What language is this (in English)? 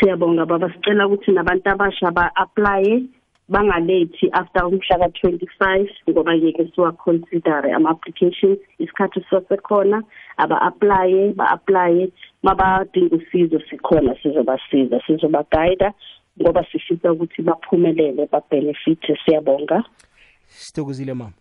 South Ndebele